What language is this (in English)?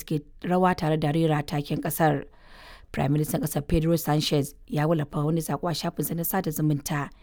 Hausa